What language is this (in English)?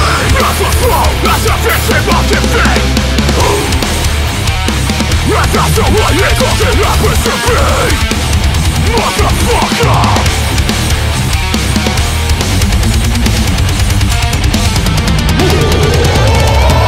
English